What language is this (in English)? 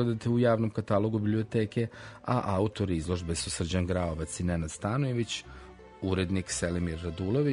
Serbian